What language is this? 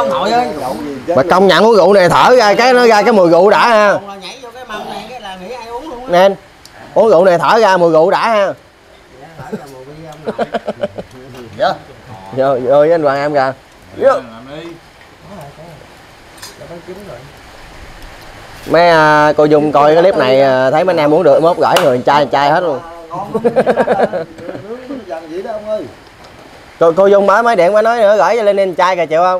Vietnamese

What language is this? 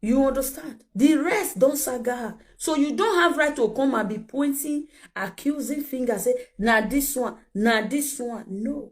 Nigerian Pidgin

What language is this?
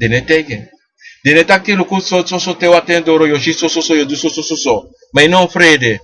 Sranan Tongo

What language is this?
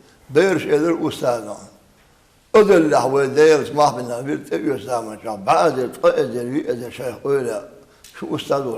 Chechen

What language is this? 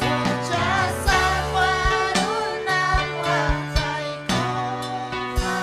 Ayacucho Quechua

